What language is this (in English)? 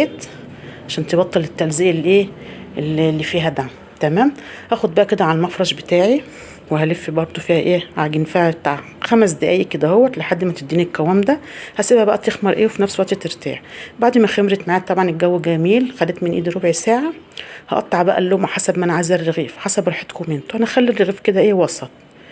Egyptian Arabic